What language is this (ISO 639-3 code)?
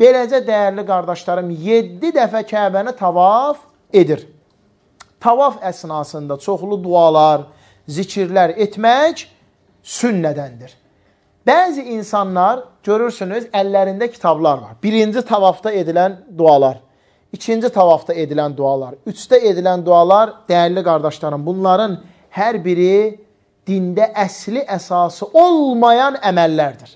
aze